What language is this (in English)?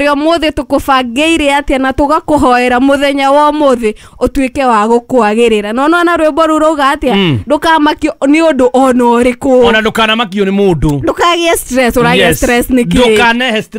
Kikuyu